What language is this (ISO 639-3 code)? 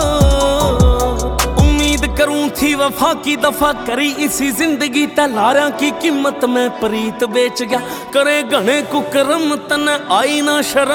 bgc